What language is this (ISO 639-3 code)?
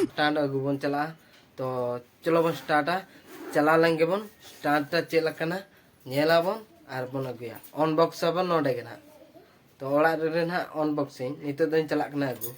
sat